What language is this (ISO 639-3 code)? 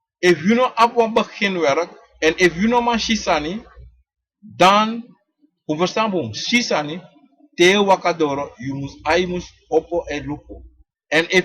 srn